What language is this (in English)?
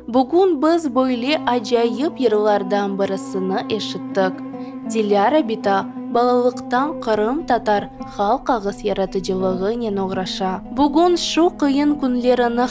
Crimean Tatar